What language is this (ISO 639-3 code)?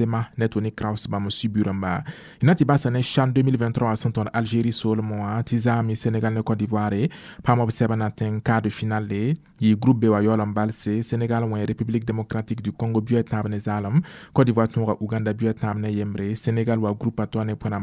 mos